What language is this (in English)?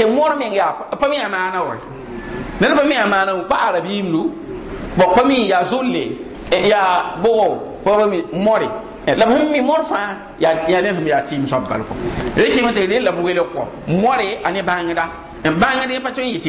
Mossi